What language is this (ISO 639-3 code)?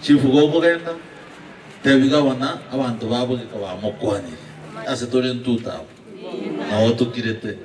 guz